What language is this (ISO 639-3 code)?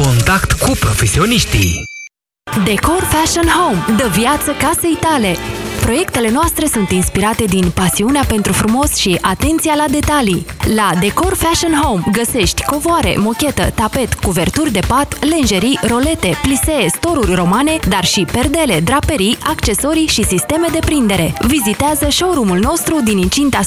ron